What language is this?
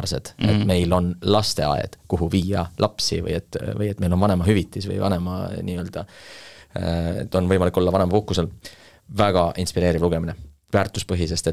Estonian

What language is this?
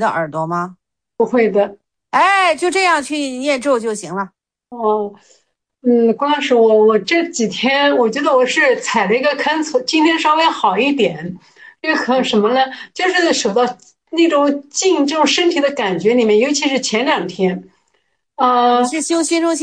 Chinese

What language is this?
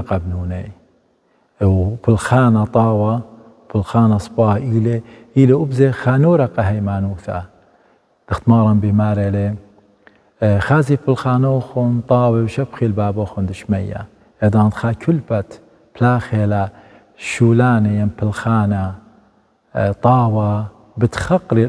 Assyrian Neo-Aramaic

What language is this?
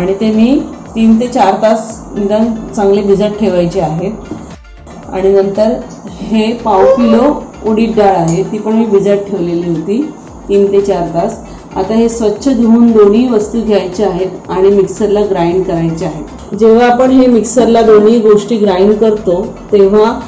Marathi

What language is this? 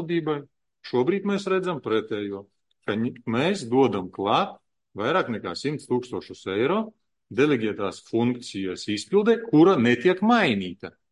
Latvian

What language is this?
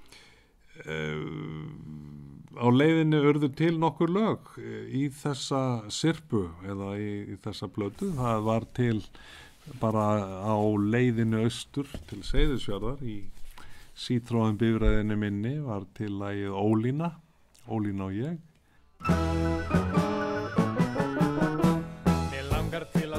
Icelandic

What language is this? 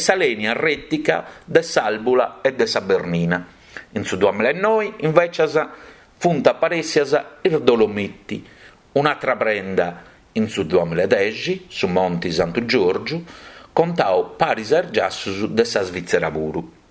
Sardinian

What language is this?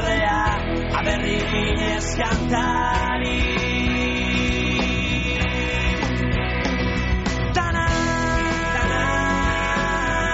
Basque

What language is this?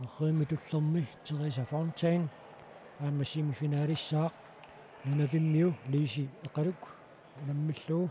Kalaallisut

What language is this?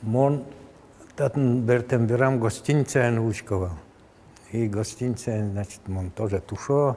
Udmurt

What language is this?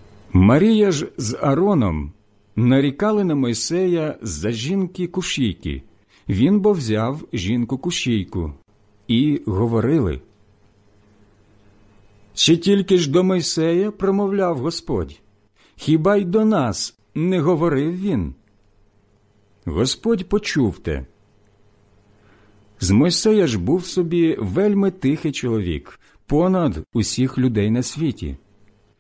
Ukrainian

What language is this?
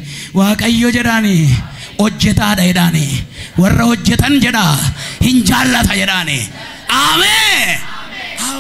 Oromo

